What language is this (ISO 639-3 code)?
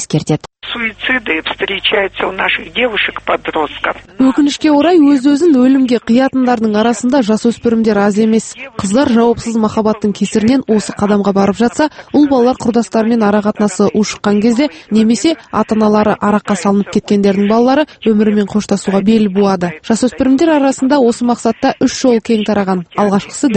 kaz